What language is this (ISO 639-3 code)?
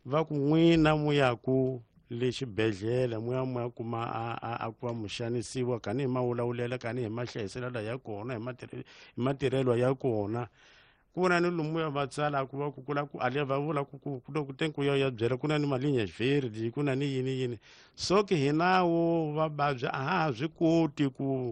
tso